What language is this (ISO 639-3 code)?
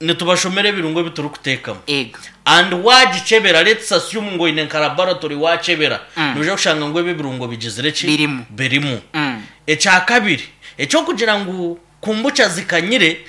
nyn